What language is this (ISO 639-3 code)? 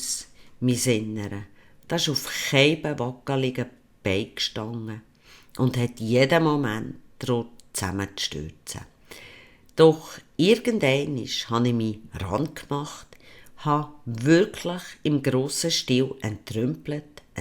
gsw